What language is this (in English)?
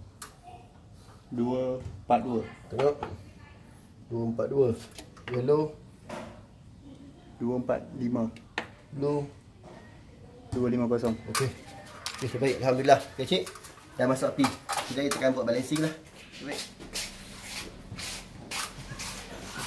Malay